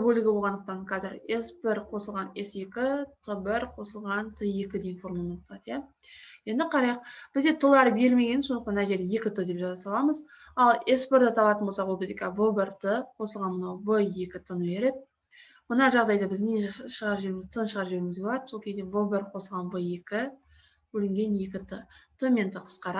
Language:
Kazakh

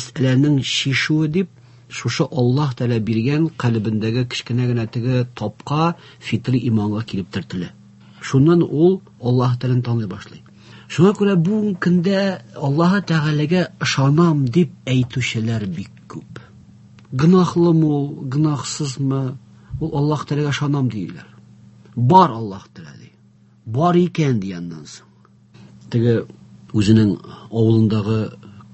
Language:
Tatar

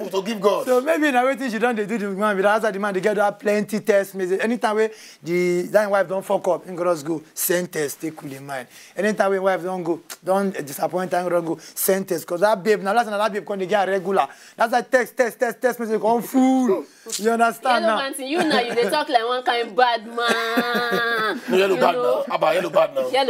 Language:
Nigerian Pidgin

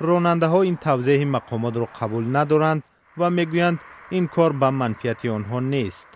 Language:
Tajik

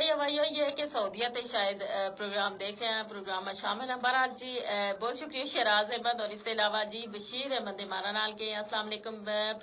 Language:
Gujari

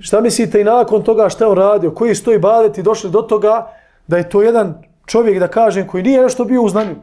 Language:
Bosnian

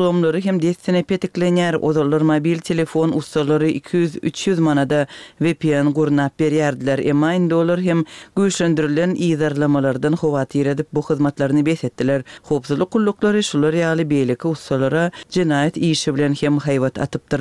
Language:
Turkmen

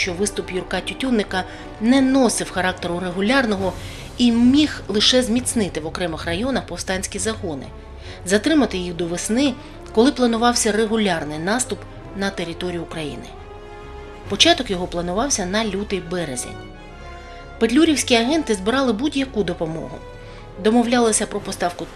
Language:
Ukrainian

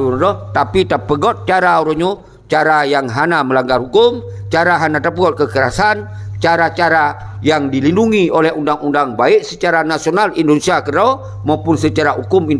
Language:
Achinese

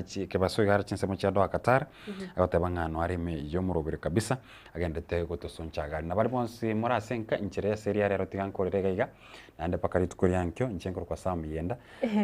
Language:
Gusii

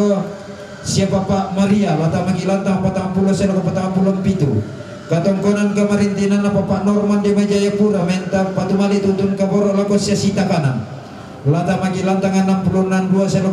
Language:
Toraja-Sa'dan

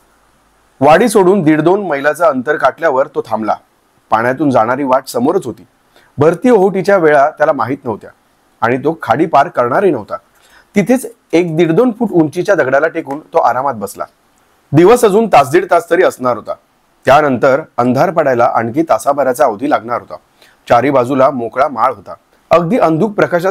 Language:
Marathi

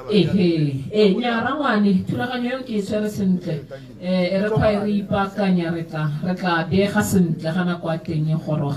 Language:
Tswana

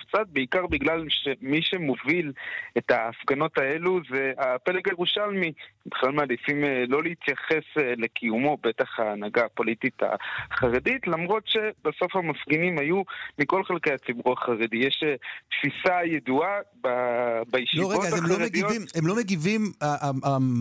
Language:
Hebrew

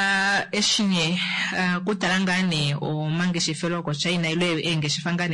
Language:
Kuanyama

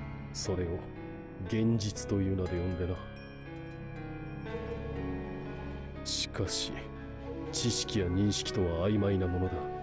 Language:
Japanese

